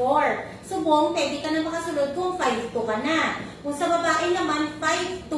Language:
Hiligaynon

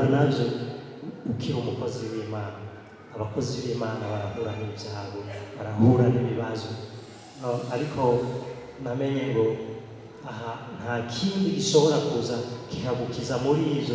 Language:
Rundi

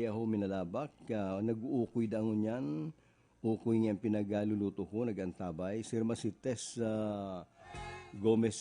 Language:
Bikol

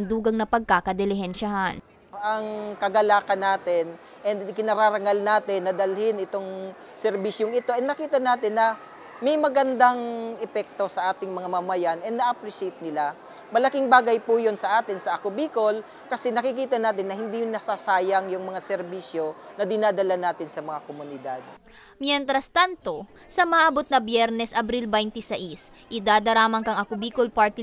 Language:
Bikol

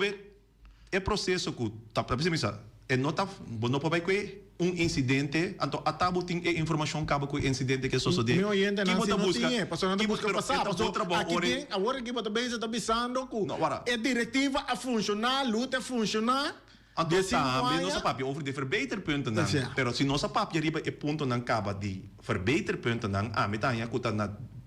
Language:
Papiamento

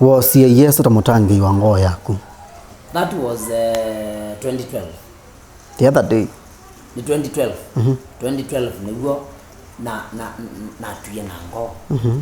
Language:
Kamba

